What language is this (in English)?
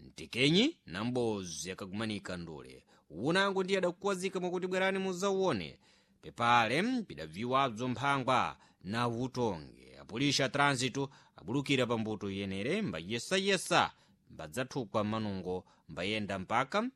Sena